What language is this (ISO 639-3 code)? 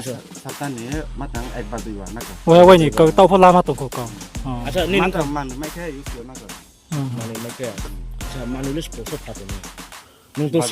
ria